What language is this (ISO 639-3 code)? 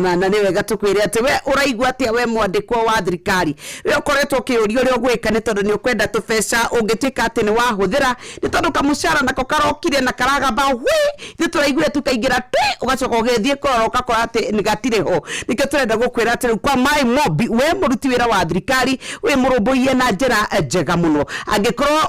kik